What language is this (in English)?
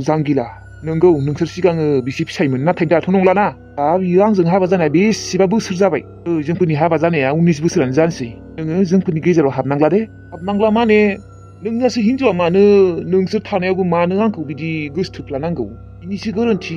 Bodo